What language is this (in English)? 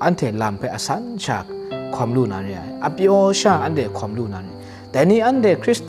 Kachin